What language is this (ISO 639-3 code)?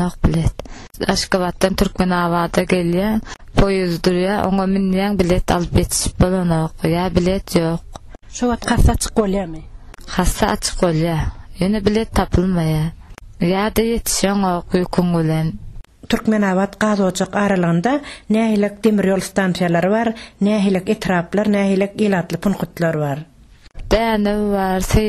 tuk